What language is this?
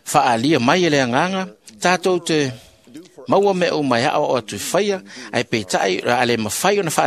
Samoan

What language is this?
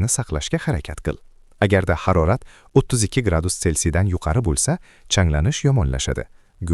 Uzbek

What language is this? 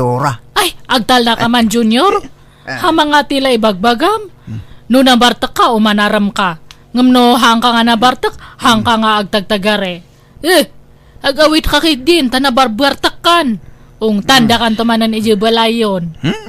Iloko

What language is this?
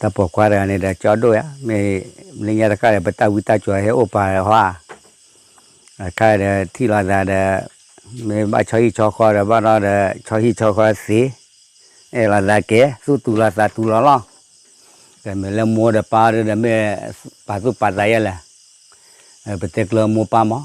S'gaw Karen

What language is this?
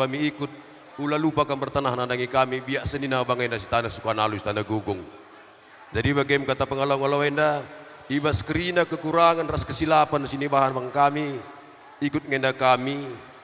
Batak Karo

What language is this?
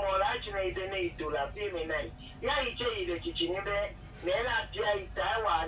Ewe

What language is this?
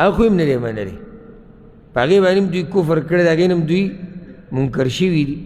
Pashto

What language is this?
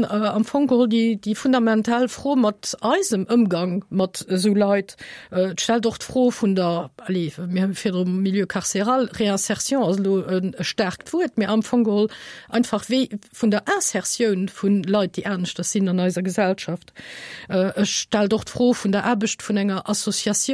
Luxembourgish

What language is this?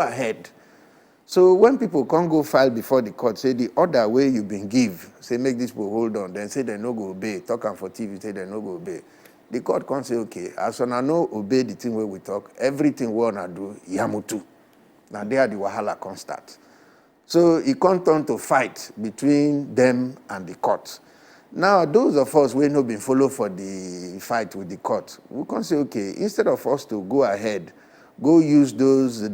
Nigerian Pidgin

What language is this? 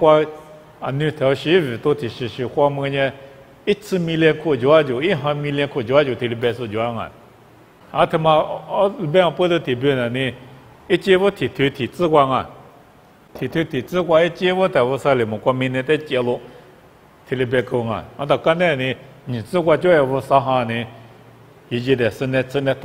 Lisu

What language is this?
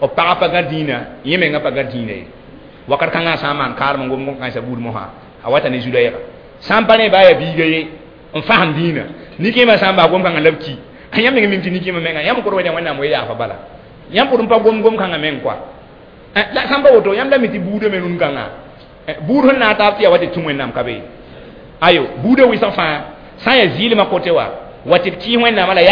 Mossi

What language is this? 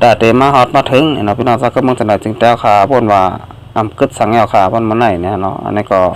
Shan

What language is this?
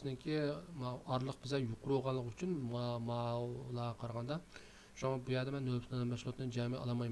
Uyghur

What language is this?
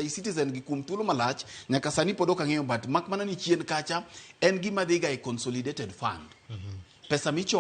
Luo (Kenya and Tanzania)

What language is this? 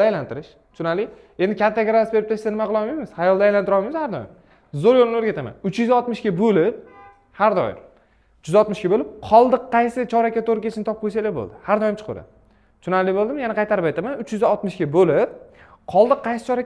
Uzbek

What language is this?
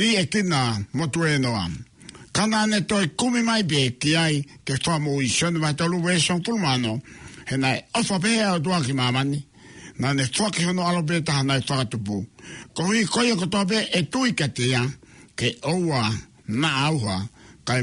Tongan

